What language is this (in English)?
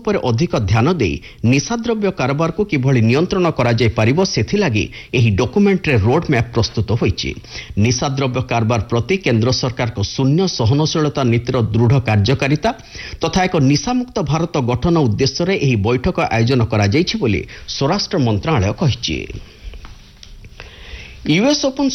Odia